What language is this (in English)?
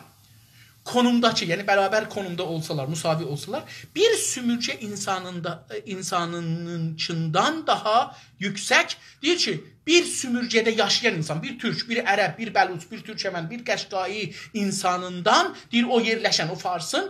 South Azerbaijani